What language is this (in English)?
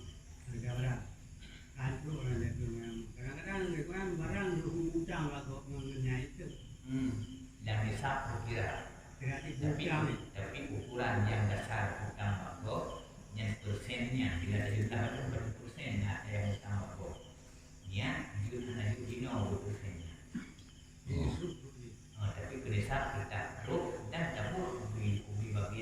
Achinese